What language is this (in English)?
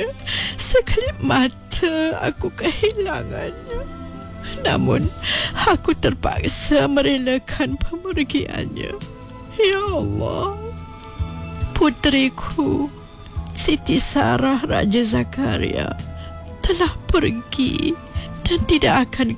Malay